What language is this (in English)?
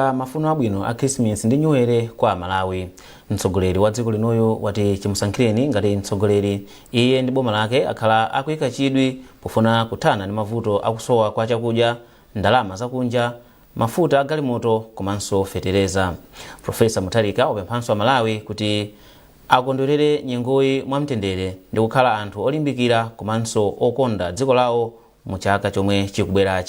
Nyanja